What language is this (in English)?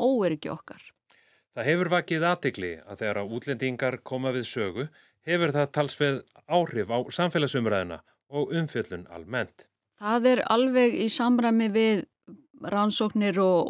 Icelandic